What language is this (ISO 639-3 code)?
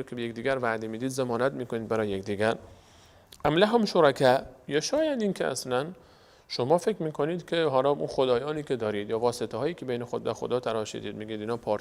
fas